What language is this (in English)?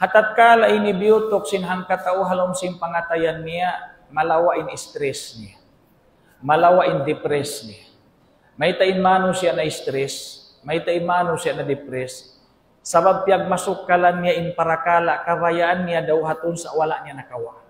Tausug